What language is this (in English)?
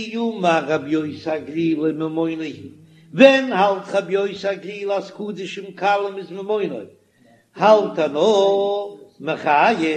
Yiddish